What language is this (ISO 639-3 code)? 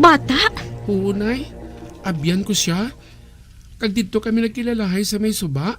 hil